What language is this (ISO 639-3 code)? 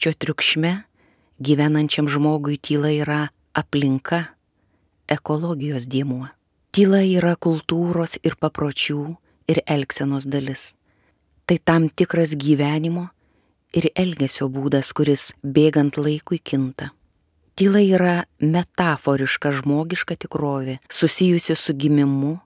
lit